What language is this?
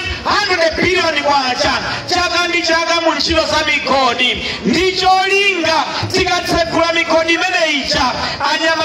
Nyanja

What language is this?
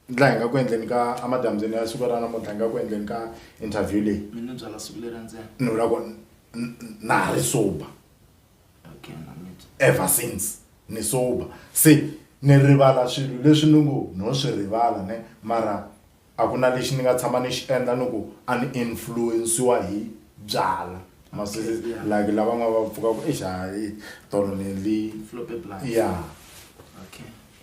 Tsonga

